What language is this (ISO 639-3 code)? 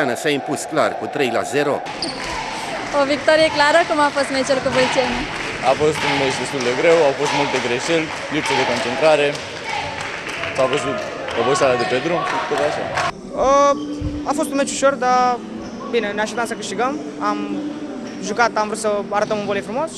ron